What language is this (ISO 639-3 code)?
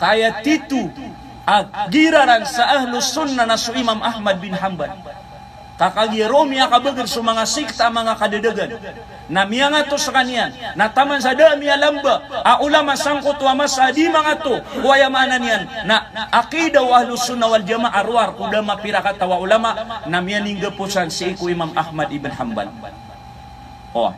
mrw